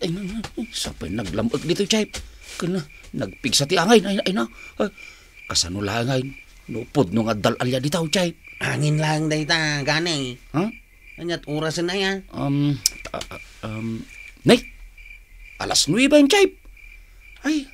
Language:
Iloko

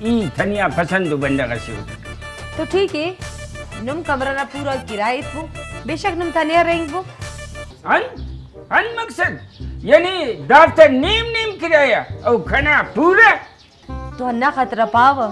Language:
Brahui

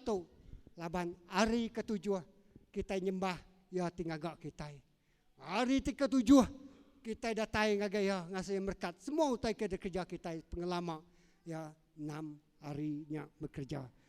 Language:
Iban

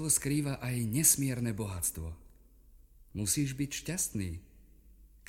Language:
Slovak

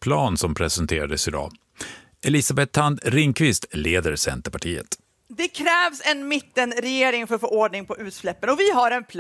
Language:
Swedish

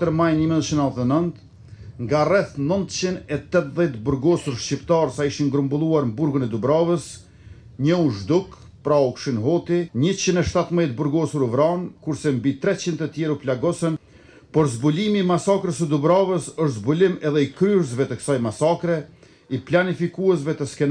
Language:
Albanian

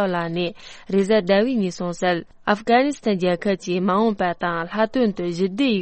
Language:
Tibetan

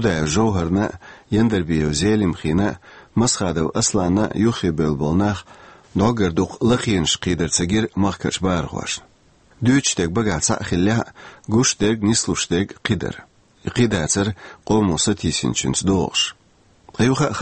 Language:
Chechen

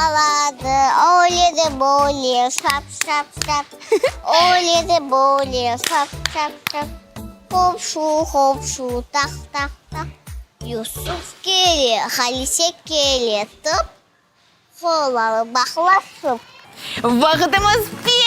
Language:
Crimean Tatar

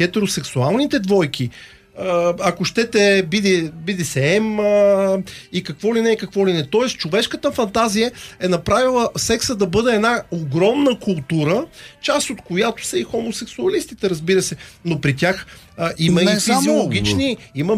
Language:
Bulgarian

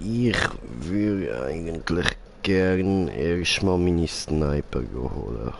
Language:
Swiss German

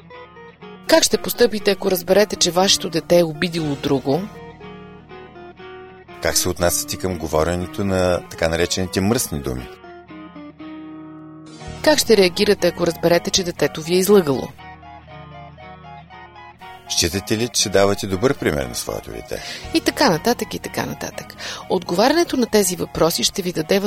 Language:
Bulgarian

